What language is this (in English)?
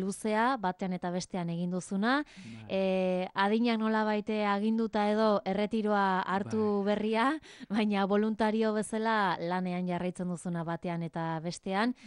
Basque